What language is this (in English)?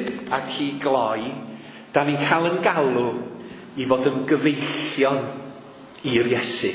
Welsh